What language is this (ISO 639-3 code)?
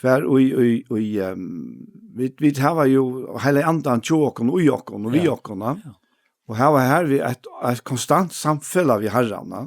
fao